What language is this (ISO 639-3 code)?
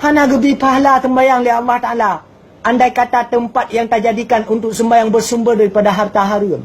ace